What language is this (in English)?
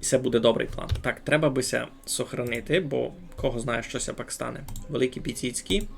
Rusyn